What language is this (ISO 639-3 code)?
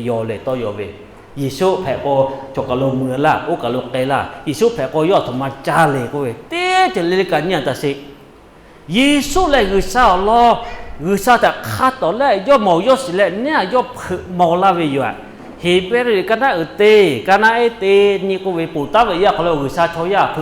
lhu